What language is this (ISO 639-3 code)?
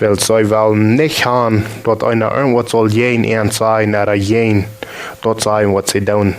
pdt